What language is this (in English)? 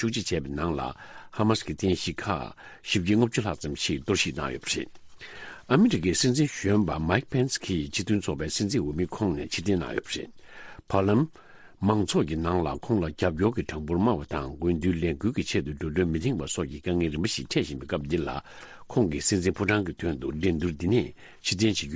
Tibetan